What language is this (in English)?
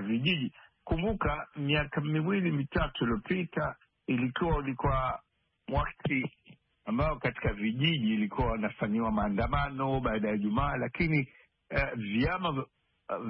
Swahili